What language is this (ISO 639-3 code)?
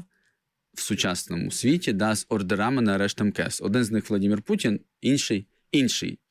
ukr